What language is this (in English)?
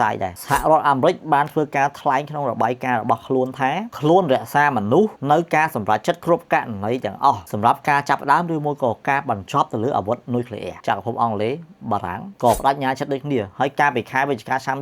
Khmer